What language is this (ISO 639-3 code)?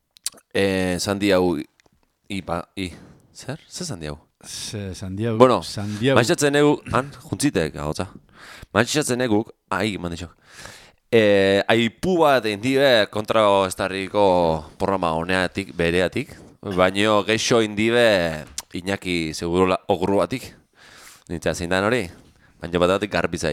eus